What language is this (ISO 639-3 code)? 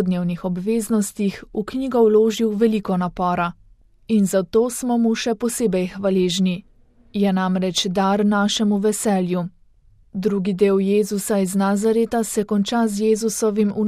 slv